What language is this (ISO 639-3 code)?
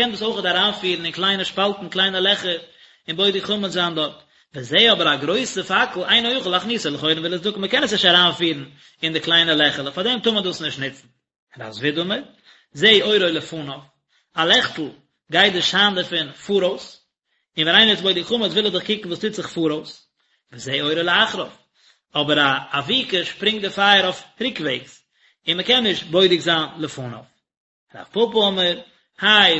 yid